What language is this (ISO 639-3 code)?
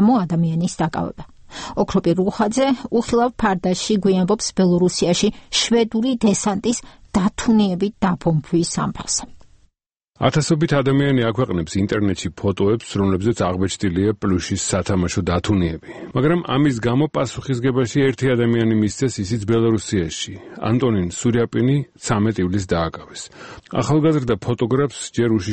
kat